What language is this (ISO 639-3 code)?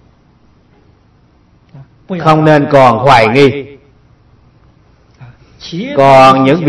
vie